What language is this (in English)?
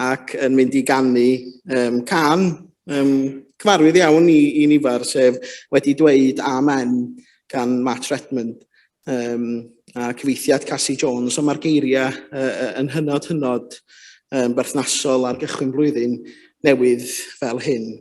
Welsh